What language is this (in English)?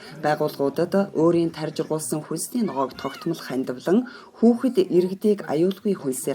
Mongolian